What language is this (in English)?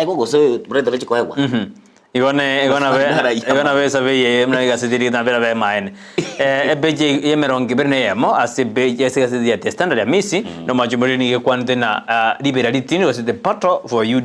Gusii